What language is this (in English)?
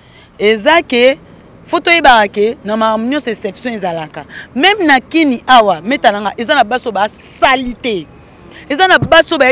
Lingala